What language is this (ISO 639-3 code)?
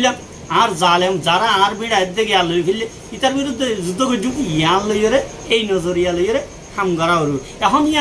rhg